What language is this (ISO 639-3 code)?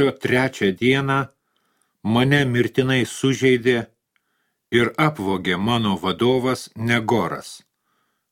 lit